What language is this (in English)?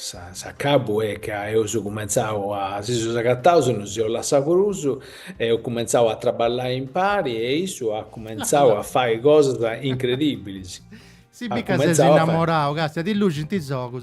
Sardinian